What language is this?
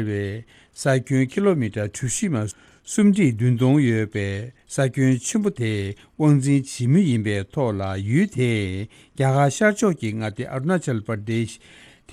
Tibetan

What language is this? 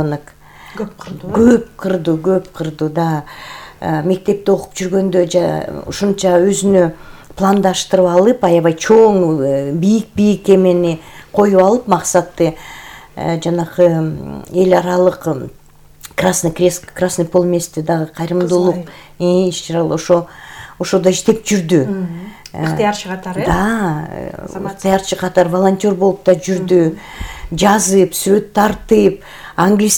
Kyrgyz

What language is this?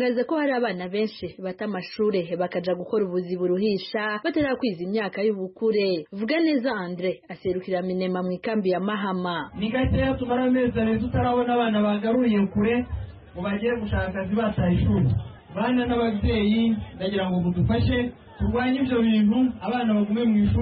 Kinyarwanda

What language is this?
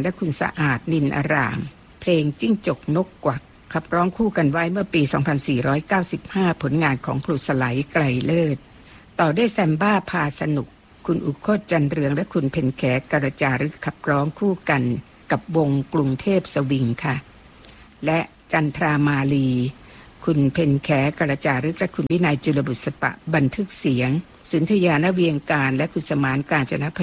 Thai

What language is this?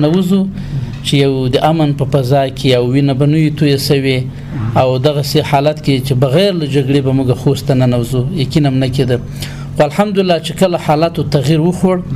Pashto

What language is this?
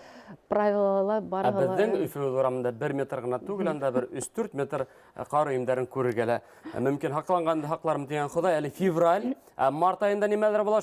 Bashkir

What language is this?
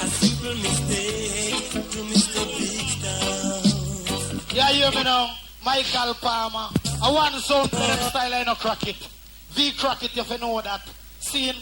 Jamaican Creole English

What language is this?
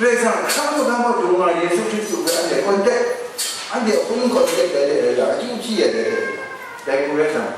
Kachin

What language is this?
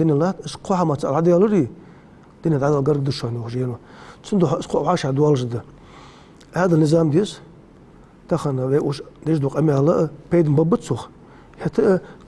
Ingush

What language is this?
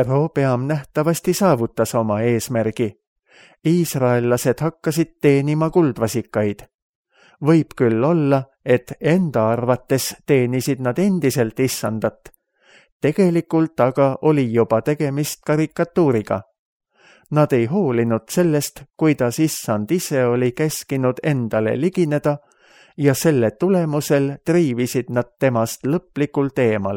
Estonian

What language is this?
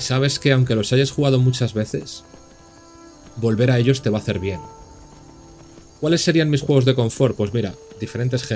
Spanish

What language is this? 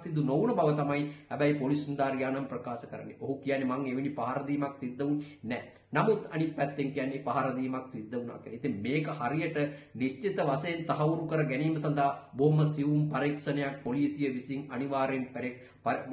Sinhala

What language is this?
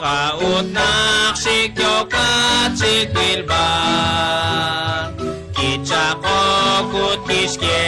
Kekchí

